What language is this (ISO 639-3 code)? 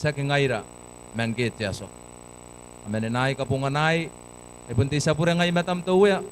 gil